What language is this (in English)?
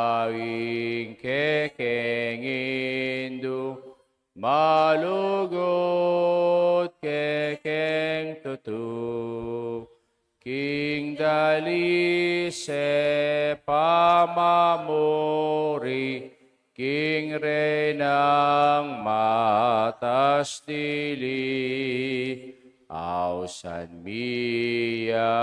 Pampanga